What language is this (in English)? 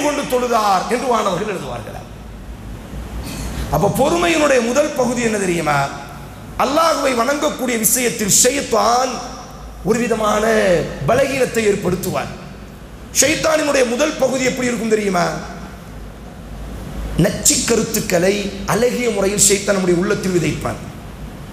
Tamil